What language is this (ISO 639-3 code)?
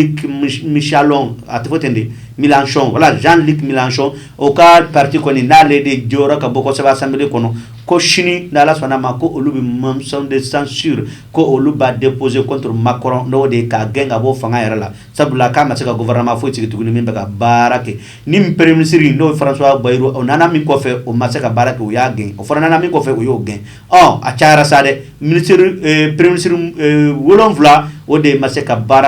bam